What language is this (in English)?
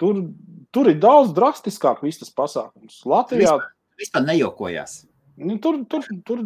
Latvian